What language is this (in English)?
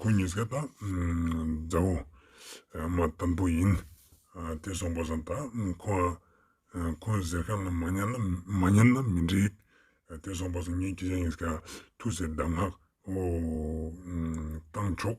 Ladakhi